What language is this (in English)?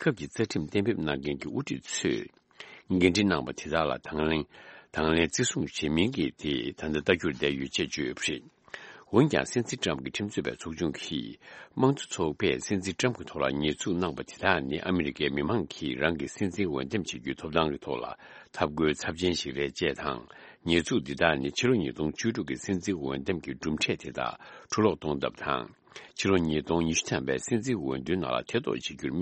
Tibetan